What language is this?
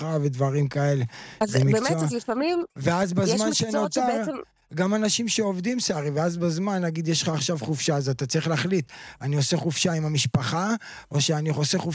Hebrew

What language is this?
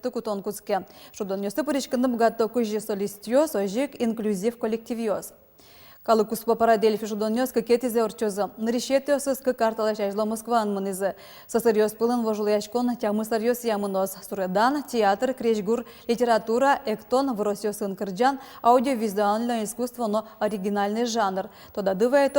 Udmurt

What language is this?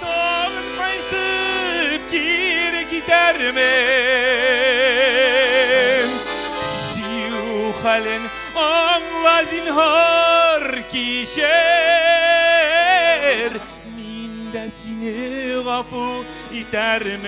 Bashkir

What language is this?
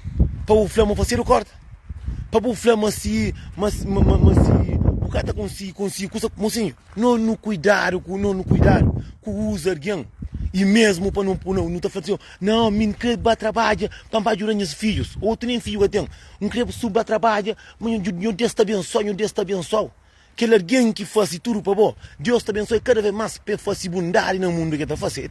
Kabuverdianu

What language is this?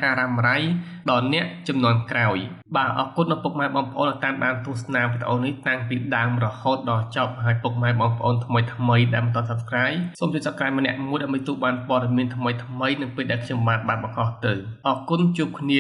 Khmer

